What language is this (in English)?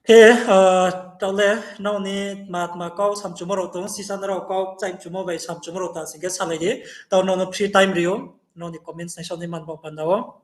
Riang (India)